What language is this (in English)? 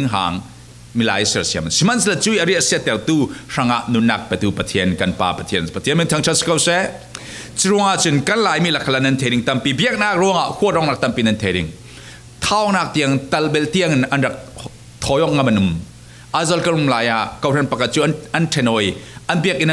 Falam Chin